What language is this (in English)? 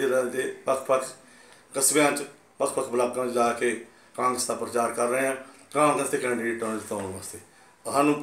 Punjabi